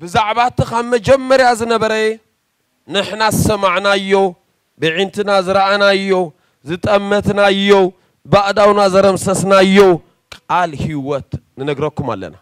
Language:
Tigrinya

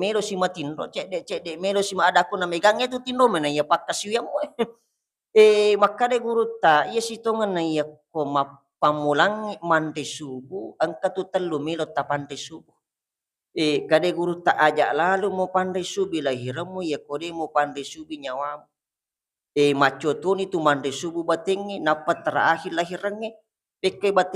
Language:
Buginese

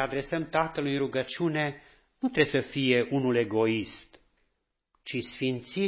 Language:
Romanian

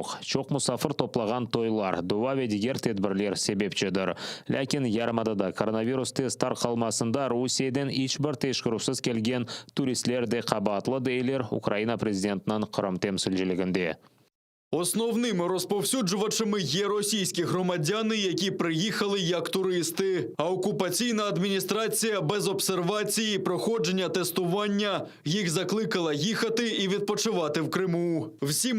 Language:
Crimean Tatar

